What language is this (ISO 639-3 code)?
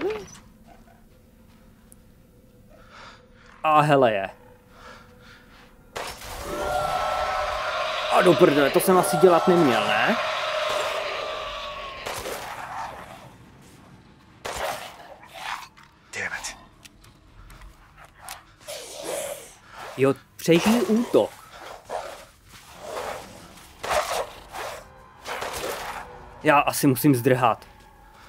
ces